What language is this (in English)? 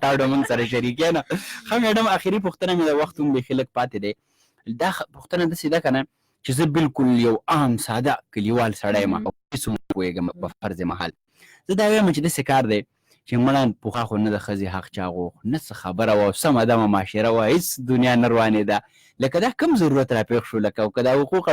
Pashto